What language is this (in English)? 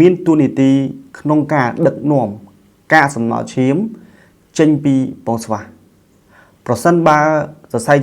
Khmer